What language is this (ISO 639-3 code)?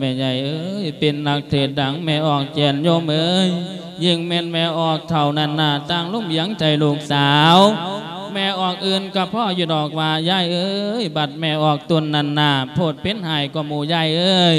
lao